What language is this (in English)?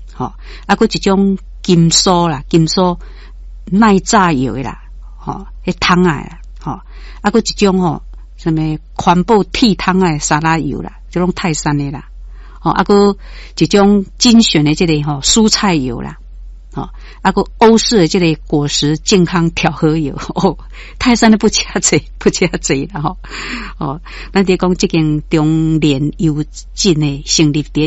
Min Nan Chinese